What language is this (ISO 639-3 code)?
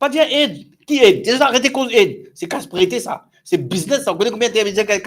mfe